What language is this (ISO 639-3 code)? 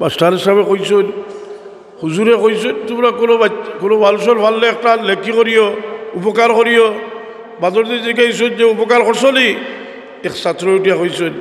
syl